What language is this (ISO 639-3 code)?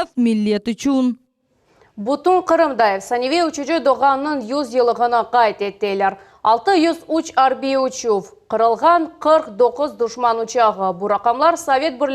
crh